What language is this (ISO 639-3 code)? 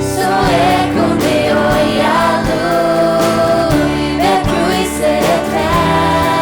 fao